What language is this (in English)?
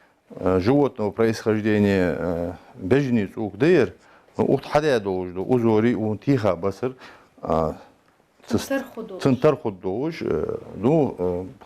Ingush